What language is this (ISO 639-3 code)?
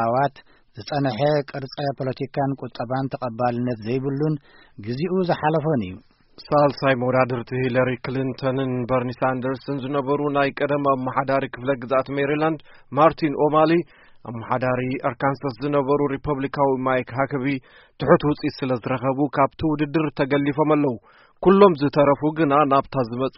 tir